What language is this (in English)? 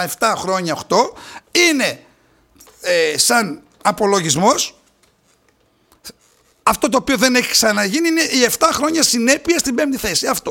Greek